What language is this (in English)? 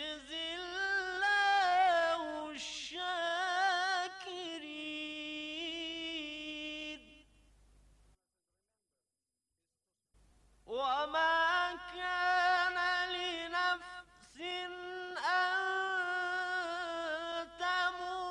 Bangla